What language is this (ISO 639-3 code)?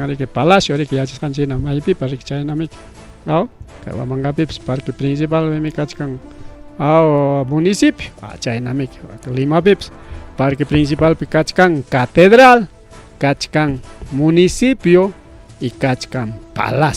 quy